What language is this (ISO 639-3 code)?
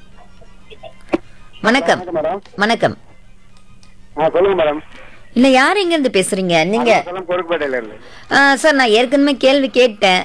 tam